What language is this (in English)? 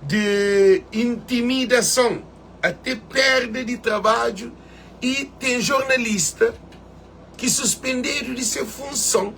Kabuverdianu